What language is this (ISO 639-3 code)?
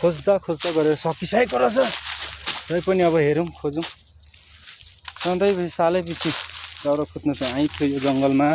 nep